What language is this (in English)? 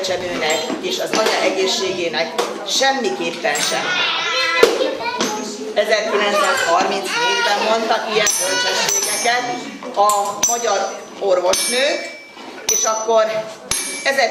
Hungarian